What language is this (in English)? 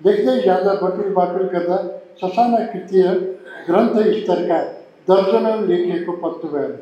Nepali